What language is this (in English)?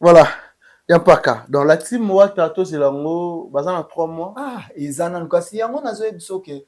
Lingala